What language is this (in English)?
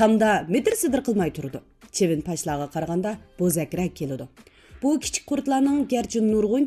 Uyghur